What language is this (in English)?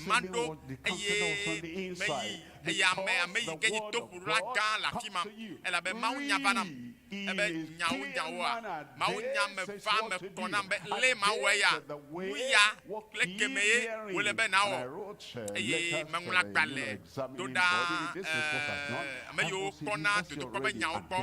Ewe